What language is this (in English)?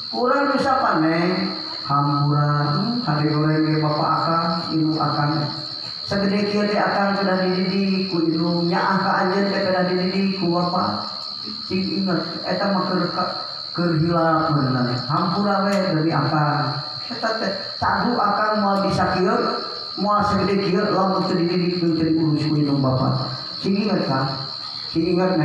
Sundanese